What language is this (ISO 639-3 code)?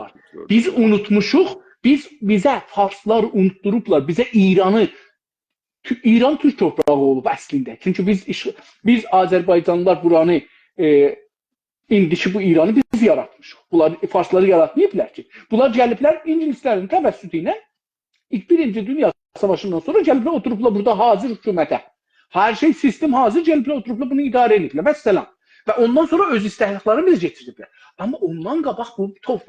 azb